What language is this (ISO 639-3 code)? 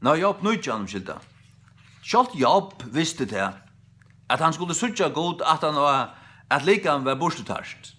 fao